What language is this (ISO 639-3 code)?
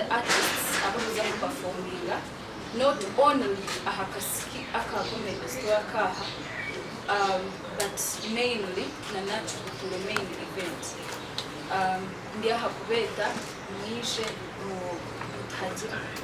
nyn